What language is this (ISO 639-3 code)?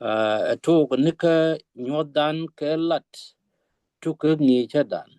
nus